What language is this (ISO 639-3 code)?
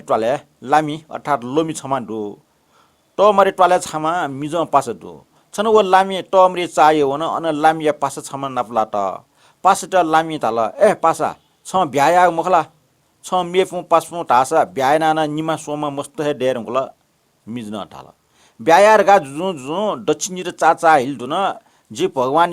new